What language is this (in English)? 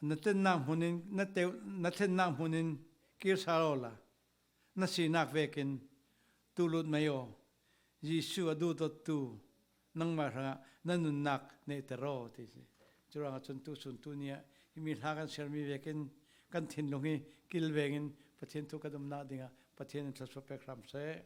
Falam Chin